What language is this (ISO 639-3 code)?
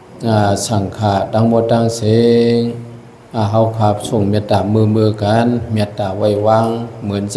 shn